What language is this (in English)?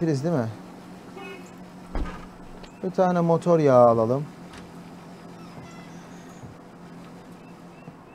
Turkish